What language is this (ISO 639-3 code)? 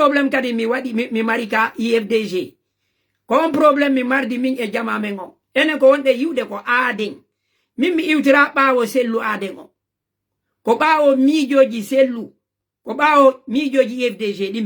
ful